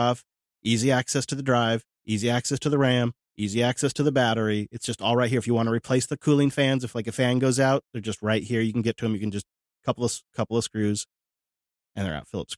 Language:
English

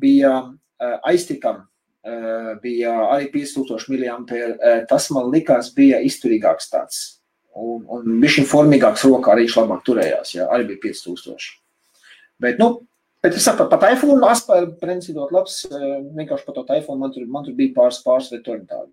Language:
Latvian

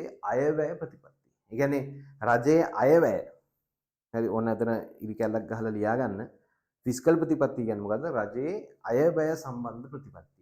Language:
Sinhala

